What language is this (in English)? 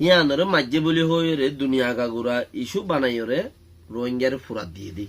Rohingya